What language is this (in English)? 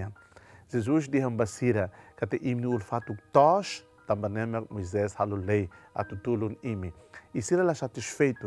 Tetum